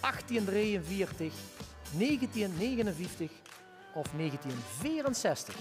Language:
Limburgish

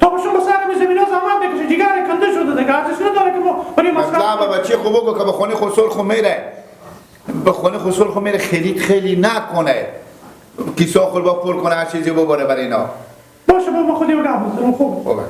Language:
Persian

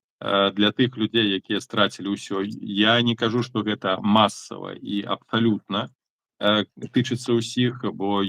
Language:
Belarusian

